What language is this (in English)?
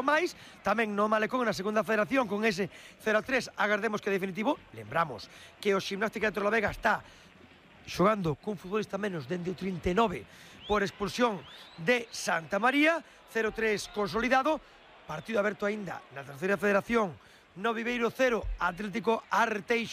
Galician